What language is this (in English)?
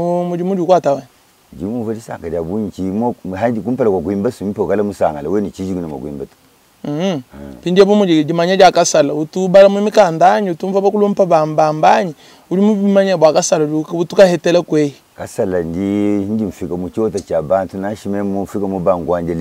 Luba-Lulua